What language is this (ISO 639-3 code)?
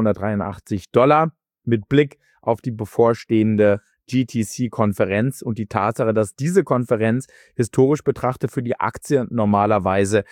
deu